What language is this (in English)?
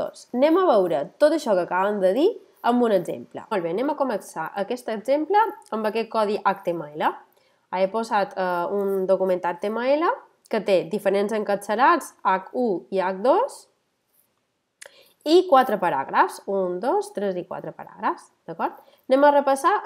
Catalan